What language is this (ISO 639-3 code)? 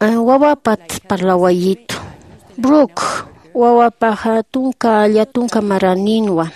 aym